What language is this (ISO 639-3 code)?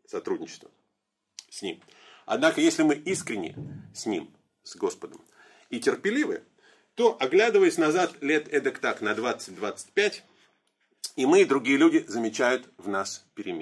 rus